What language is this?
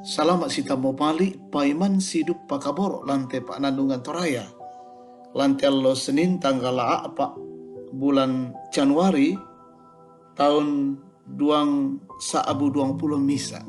Toraja-Sa'dan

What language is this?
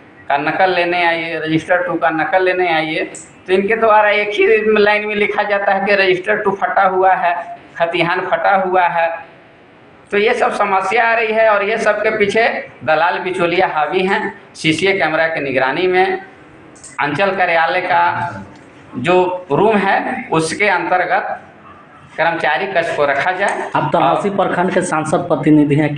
Hindi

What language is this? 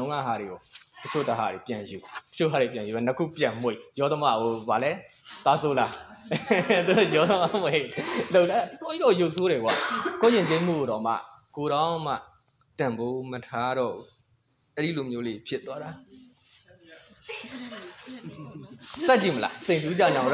Burmese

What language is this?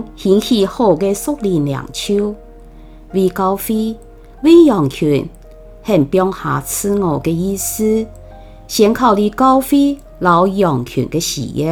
Hakka Chinese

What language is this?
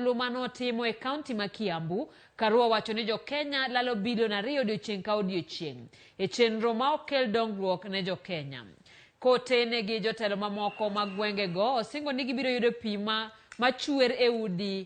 Luo (Kenya and Tanzania)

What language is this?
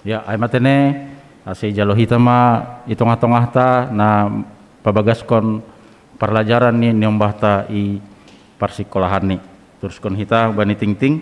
Batak Simalungun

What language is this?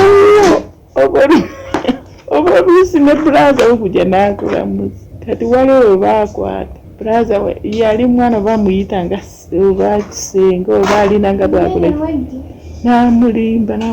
Ganda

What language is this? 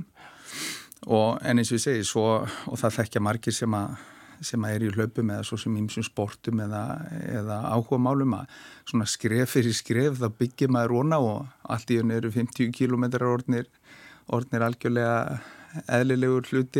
Icelandic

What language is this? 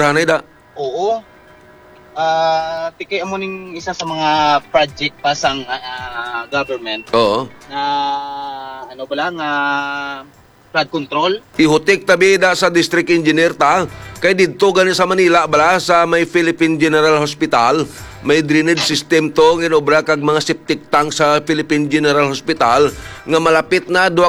Hiligaynon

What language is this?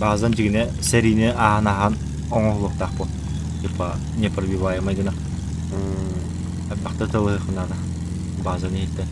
Yakut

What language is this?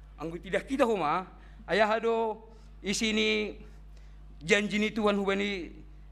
Batak Simalungun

